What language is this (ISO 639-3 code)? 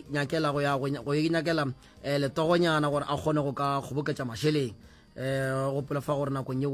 nso